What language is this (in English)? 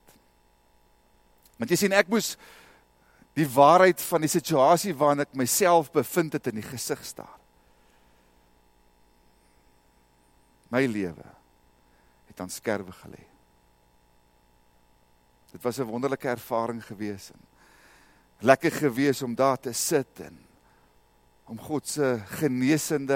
Afrikaans